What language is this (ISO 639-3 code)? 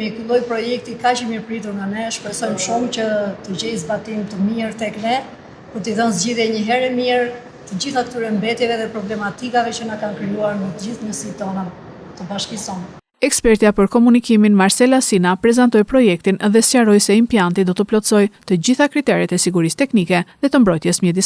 sqi